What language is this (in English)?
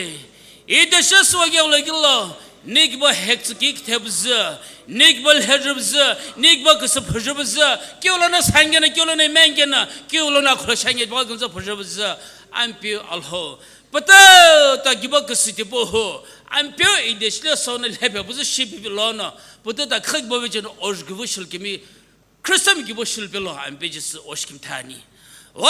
Sumi Naga